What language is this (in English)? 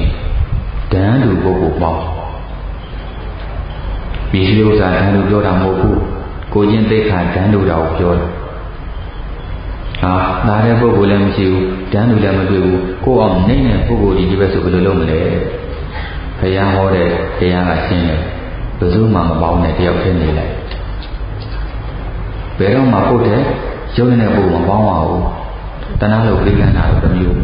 Burmese